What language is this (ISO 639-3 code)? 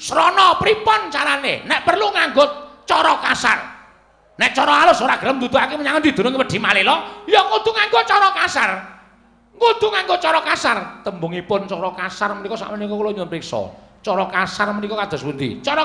jav